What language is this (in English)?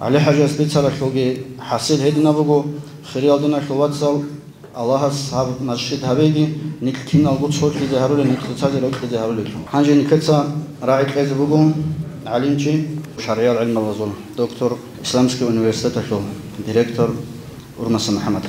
Avaric